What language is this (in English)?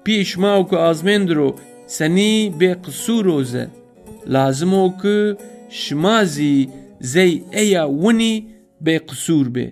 Zaza